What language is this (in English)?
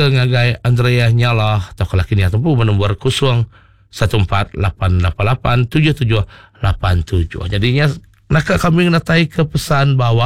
Iban